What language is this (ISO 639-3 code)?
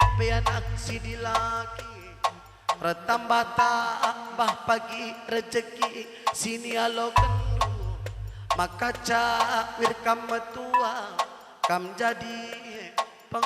btx